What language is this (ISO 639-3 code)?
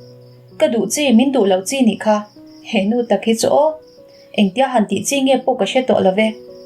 lus